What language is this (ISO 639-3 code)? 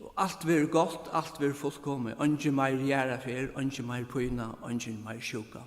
fao